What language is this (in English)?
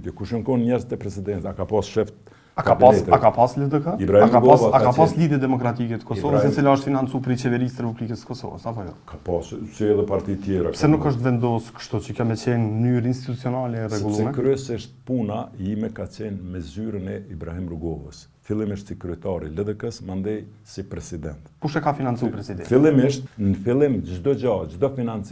Albanian